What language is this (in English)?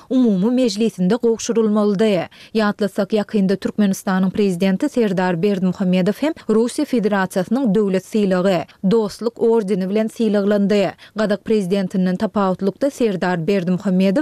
Turkmen